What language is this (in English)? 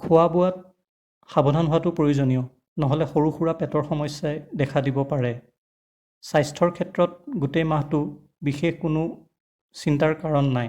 Assamese